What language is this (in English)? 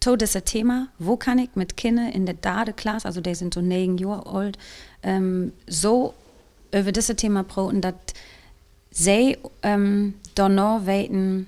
Low German